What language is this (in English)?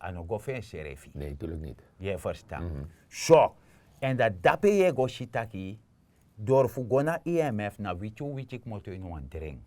Sranan Tongo